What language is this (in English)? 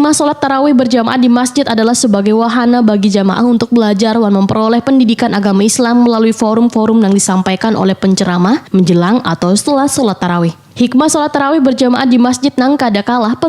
Banjar